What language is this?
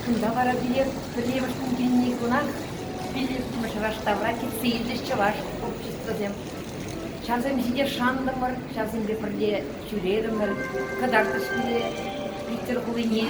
Chuvash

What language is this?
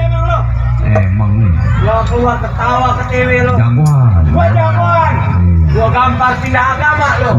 Betawi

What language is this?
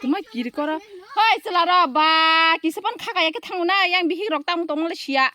Kok Borok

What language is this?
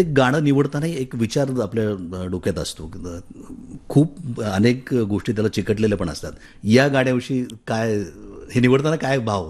Marathi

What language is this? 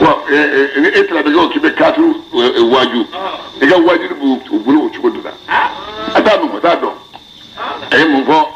Bambara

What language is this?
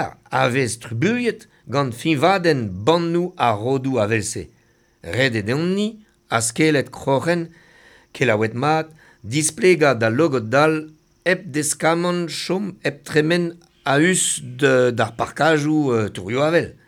Breton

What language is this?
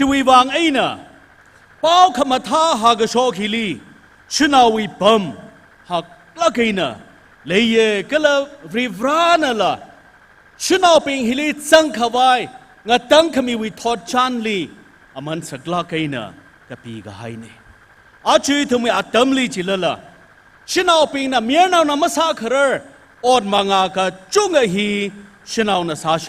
Tangkhul Naga (India)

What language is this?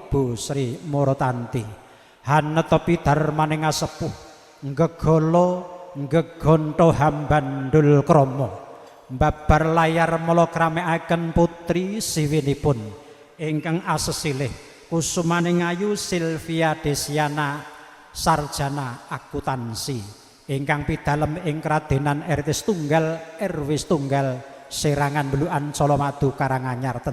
Javanese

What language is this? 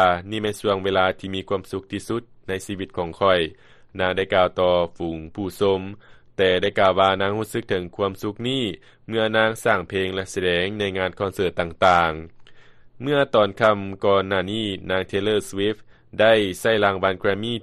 Lao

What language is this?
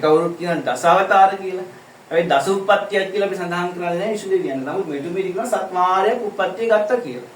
Sinhala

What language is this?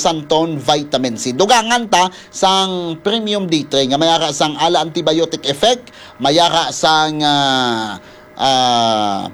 Hiligaynon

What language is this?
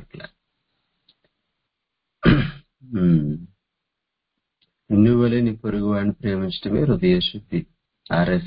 Telugu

